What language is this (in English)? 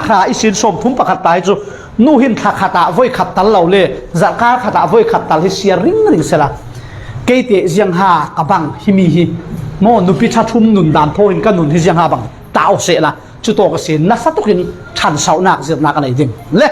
Falam Chin